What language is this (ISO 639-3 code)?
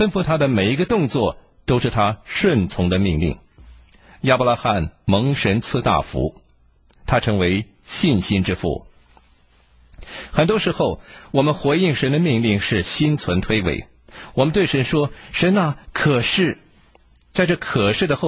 zho